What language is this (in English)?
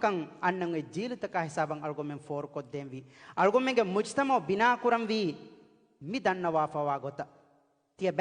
Divehi